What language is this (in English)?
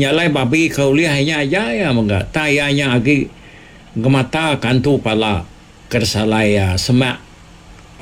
Iban